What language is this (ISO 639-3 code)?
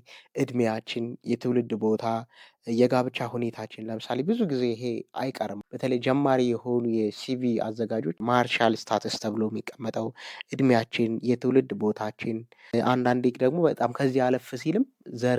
amh